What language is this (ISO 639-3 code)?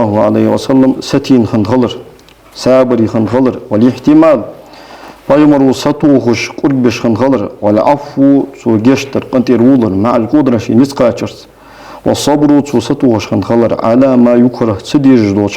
inh